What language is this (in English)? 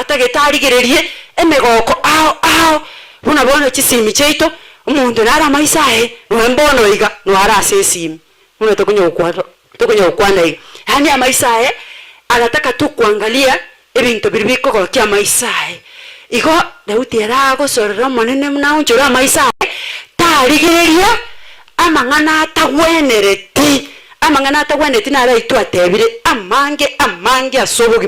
Gusii